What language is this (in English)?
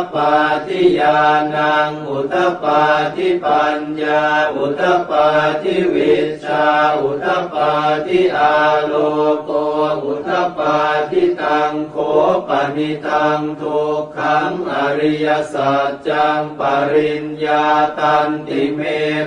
Pali